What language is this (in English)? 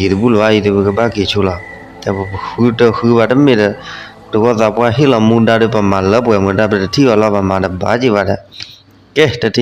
S'gaw Karen